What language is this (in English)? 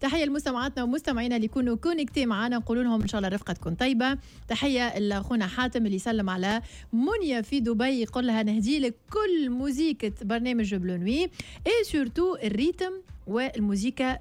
Tunisian Arabic